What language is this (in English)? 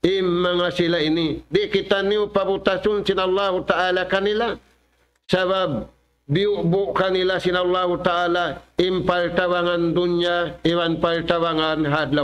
Tausug